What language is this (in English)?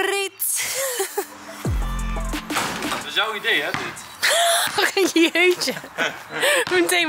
Dutch